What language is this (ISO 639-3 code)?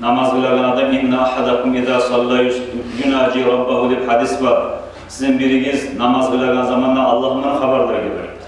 kum